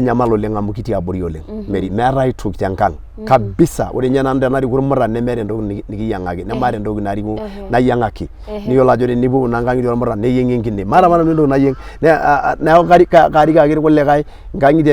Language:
Masai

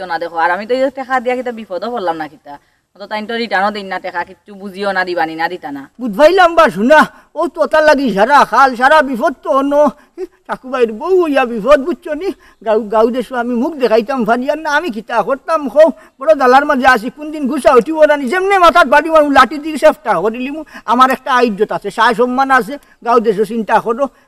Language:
Sylheti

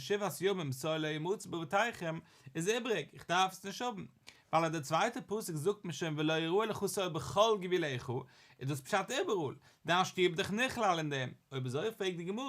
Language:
Yiddish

